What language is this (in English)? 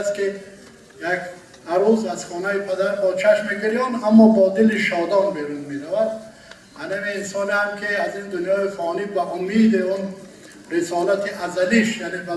Tajik